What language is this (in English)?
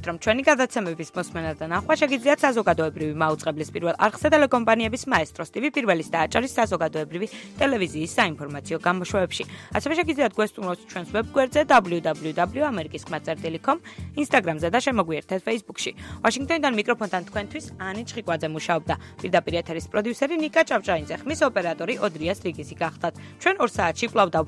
Georgian